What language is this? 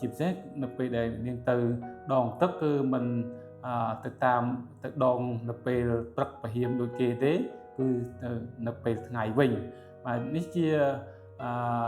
Khmer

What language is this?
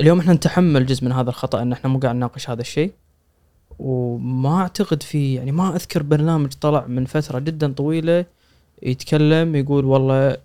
Gulf Arabic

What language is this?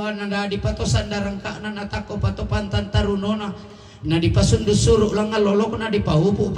Toraja-Sa'dan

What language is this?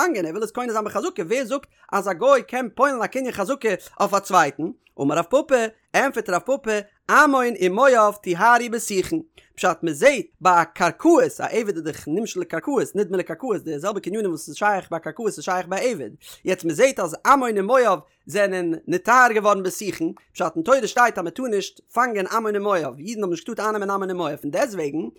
Yiddish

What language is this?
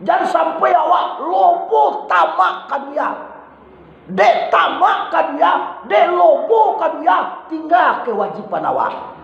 Minangkabau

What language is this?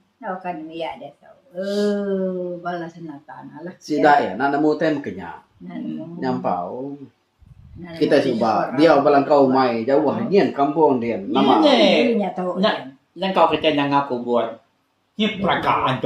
Iban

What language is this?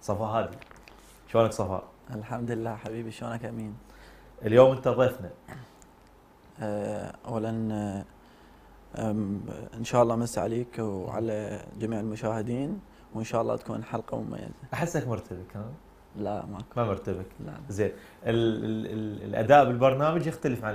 Mesopotamian Arabic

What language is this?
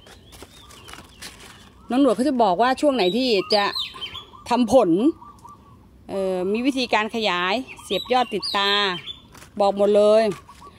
Thai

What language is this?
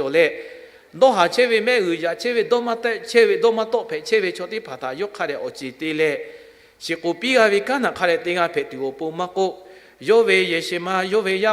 Lahu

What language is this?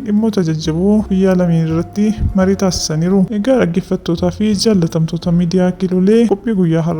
Oromo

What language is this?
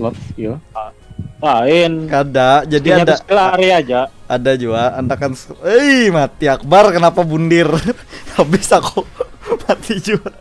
Banjar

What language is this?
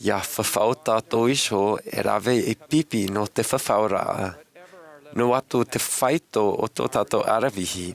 Tahitian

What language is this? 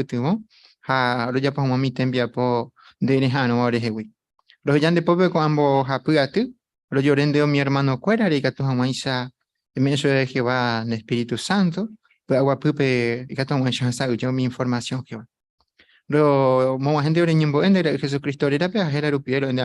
Guarani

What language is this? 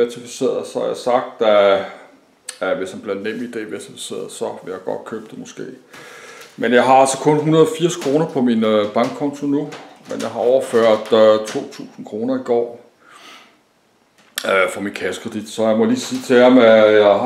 Danish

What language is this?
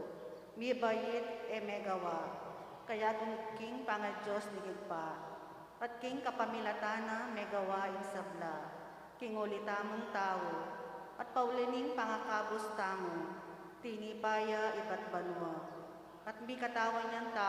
Pampanga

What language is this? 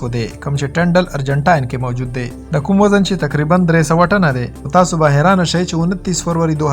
Pashto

